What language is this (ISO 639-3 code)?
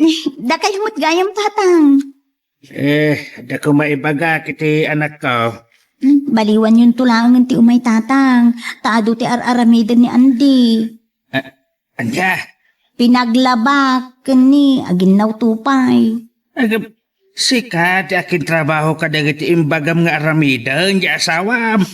ilo